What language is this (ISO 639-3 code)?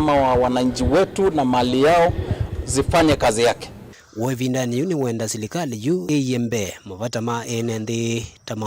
kam